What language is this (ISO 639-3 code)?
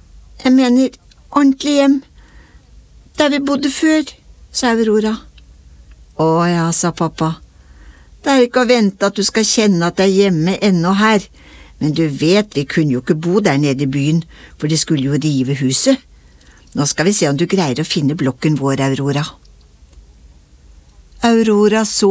nor